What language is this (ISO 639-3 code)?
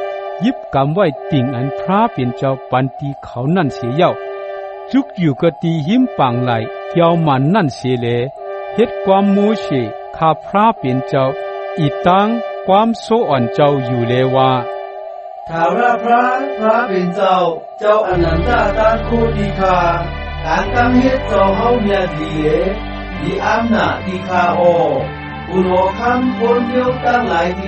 shn